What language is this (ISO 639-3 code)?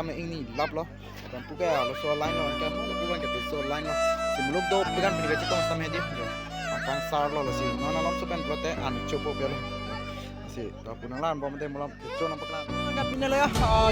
mjw